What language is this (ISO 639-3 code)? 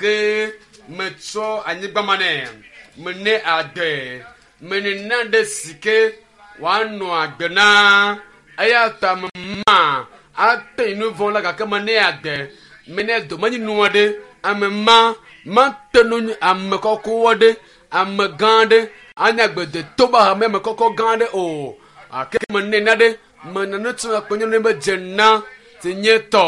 ewe